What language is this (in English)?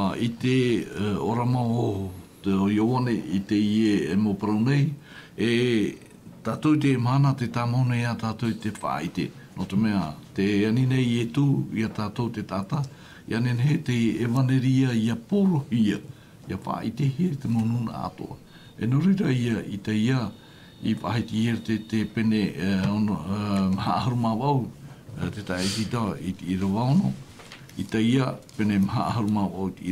Tahitian